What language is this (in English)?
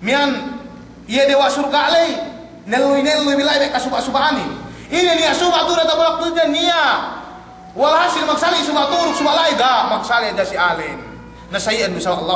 Yakan